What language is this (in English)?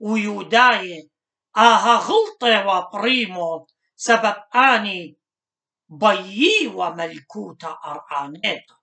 Assyrian Neo-Aramaic